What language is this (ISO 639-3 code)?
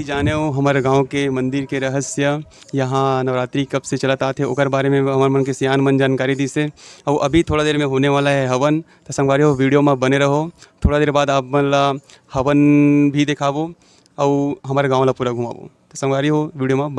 hne